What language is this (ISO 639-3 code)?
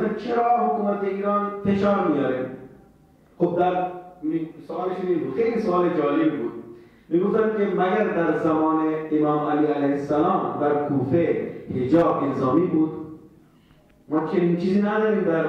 fas